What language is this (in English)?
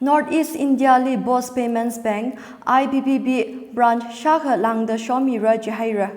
Tangkhul Naga (India)